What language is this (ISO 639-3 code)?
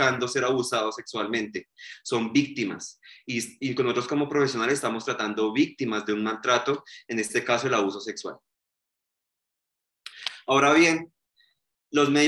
spa